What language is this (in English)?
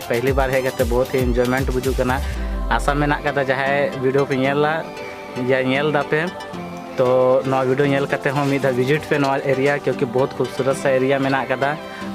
Santali